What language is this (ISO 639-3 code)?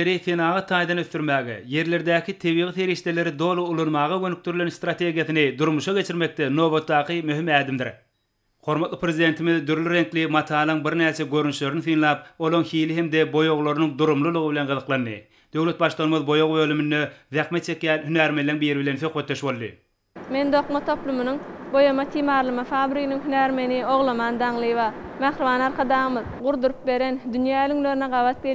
tuk